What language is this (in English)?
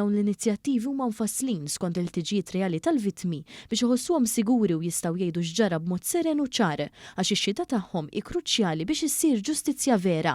Maltese